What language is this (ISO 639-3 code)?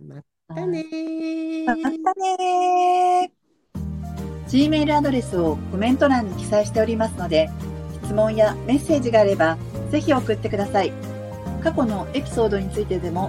jpn